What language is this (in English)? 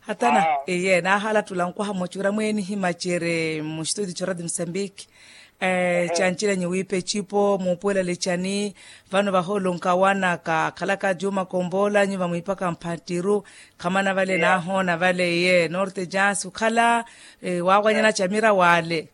Makhuwa